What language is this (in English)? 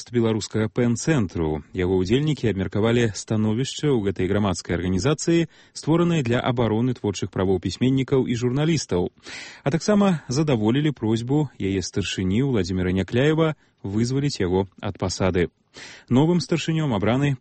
Belarusian